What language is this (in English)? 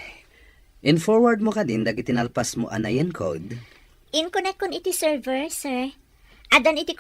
Iloko